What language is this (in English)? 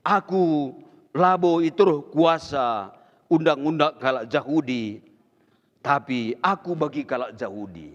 Batak Karo